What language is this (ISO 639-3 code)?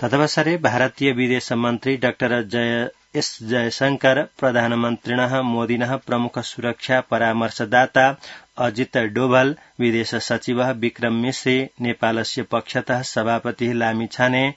san